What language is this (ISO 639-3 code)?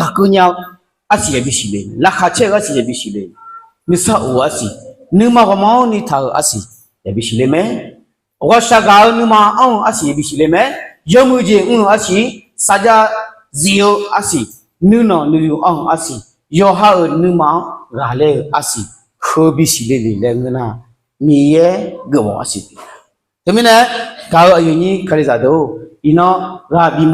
ahk